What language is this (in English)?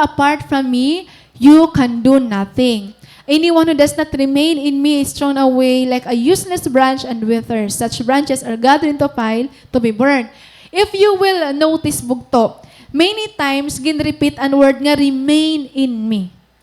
Waray